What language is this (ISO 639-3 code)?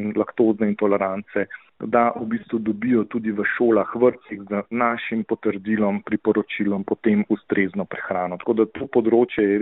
slv